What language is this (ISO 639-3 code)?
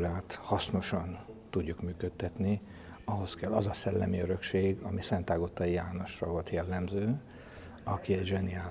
hun